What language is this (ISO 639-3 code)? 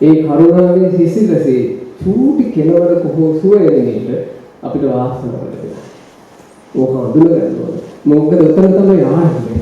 sin